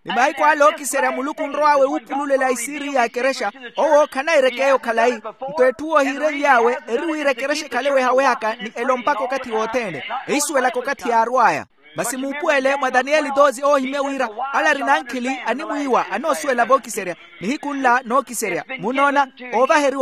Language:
Makhuwa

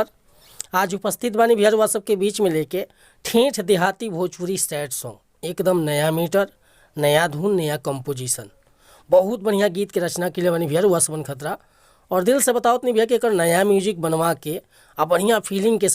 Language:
Bhojpuri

